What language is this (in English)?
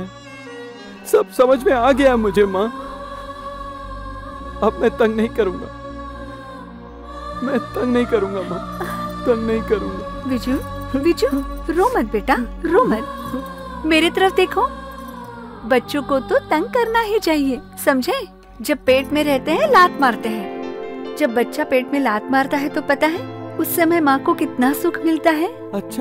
Hindi